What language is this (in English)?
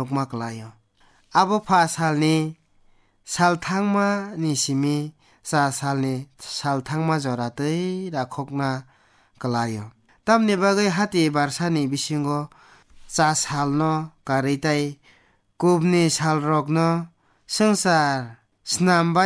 Kok Borok